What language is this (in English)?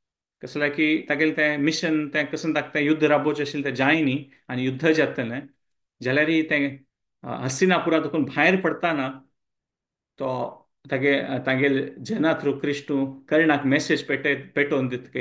Konkani